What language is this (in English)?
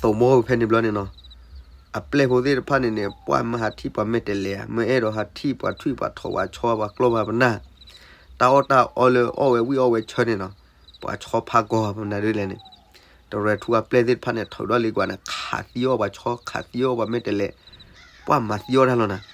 S'gaw Karen